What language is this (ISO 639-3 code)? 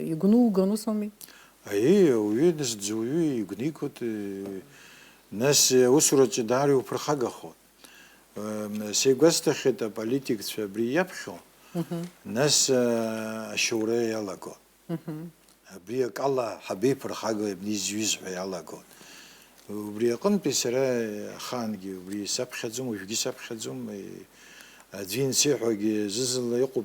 abk